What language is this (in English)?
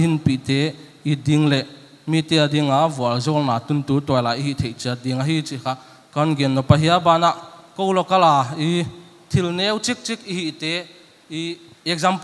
Paite Chin